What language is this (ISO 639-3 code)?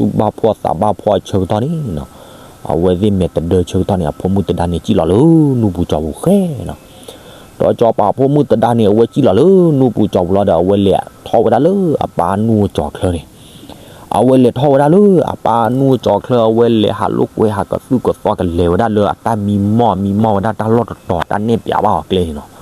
ksw